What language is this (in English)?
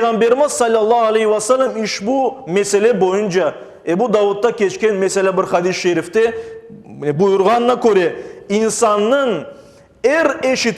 Crimean Tatar